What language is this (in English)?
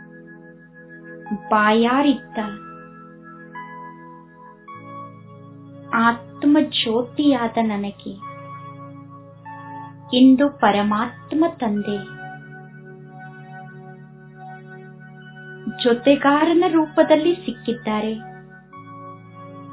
Kannada